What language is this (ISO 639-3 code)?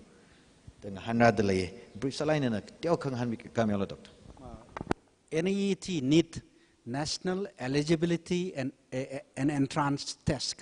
nmf